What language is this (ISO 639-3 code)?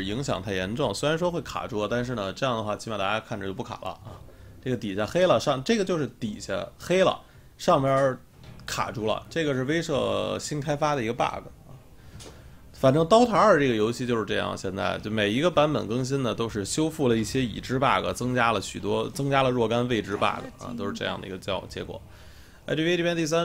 zho